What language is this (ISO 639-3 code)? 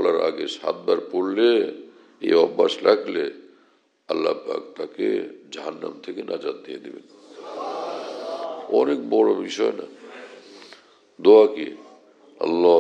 ben